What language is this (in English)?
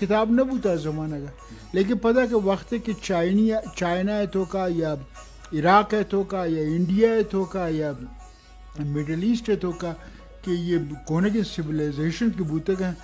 Eastern Balochi